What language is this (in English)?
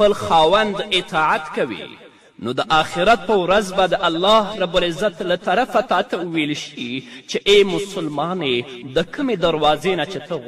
Pashto